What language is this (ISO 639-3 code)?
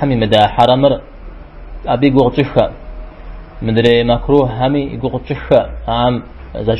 kbd